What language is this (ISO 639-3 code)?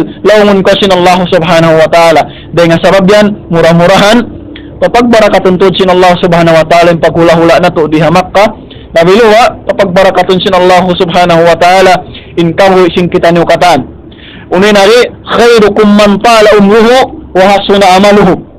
tsg